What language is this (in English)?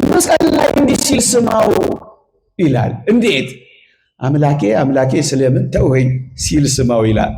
Amharic